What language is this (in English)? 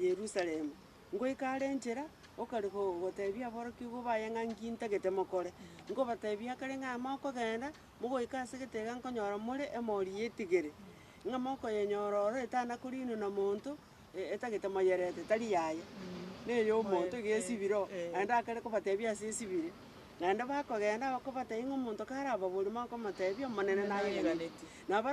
Gusii